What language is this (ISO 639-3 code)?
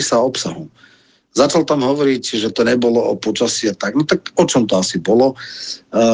slk